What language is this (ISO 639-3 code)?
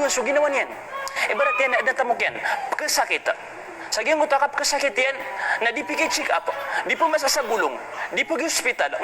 mrw